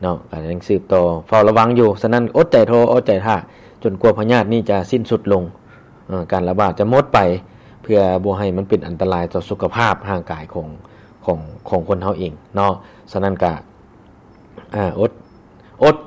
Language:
Lao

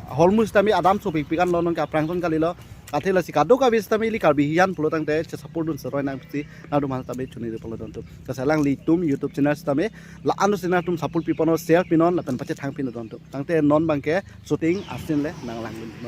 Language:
Karbi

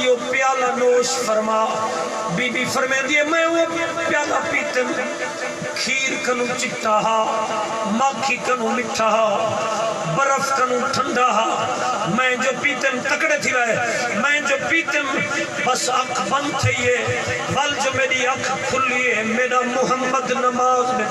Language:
Saraiki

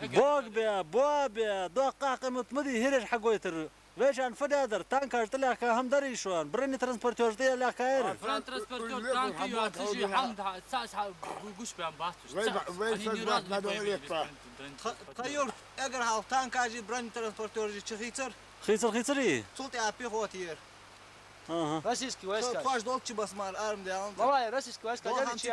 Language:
Ingush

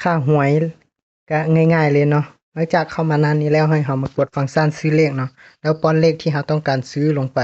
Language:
Lao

